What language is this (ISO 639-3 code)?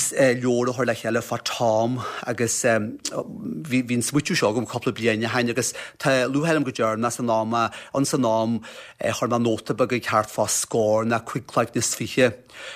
gle